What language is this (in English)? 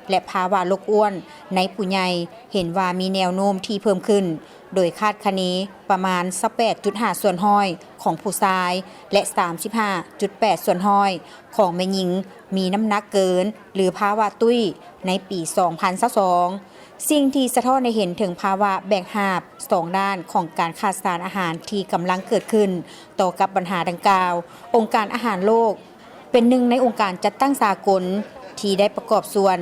Lao